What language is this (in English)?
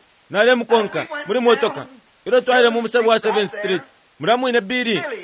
Bemba